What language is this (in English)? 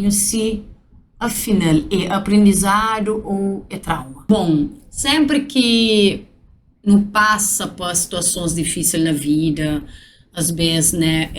Kabuverdianu